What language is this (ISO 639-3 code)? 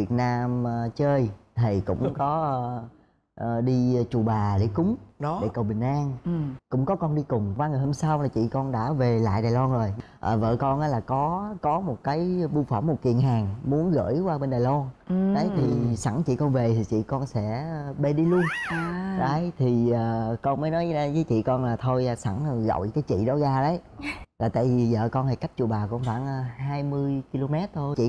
vie